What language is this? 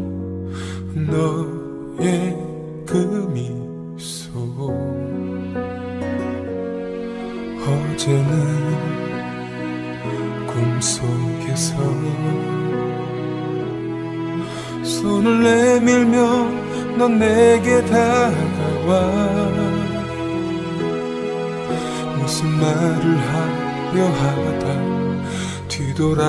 Korean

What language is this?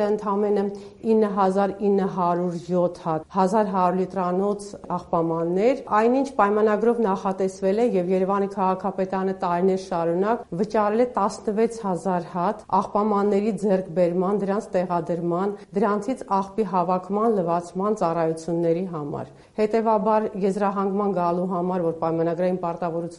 Armenian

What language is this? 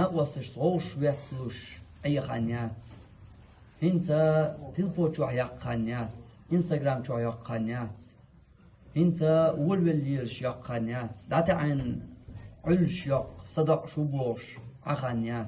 Chechen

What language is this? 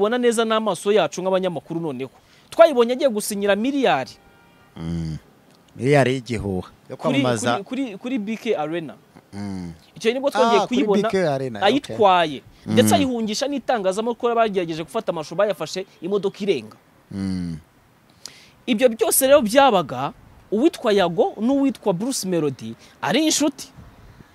Kinyarwanda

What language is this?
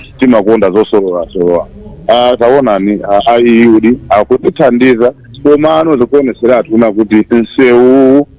Nyanja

